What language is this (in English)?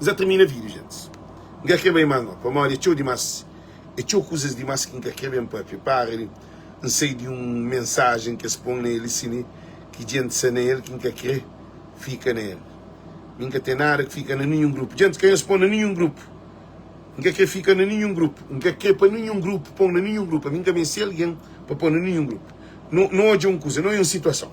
Kabuverdianu